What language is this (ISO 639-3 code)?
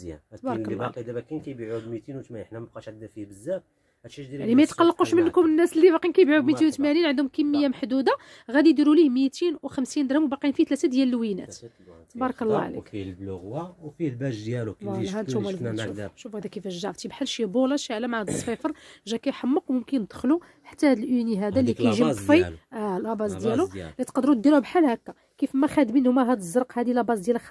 ary